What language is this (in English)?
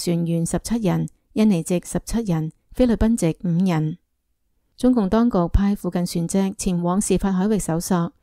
Cantonese